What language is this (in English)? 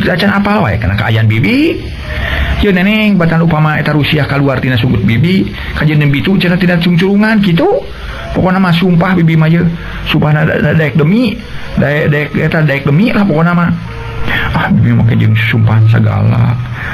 Sundanese